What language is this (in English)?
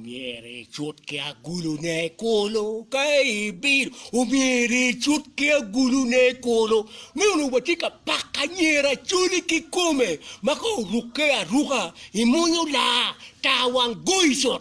Acoli